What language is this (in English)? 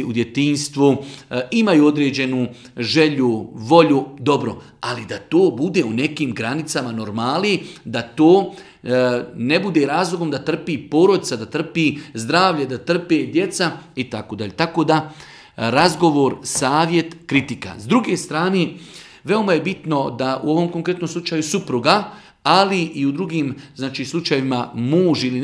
Bosnian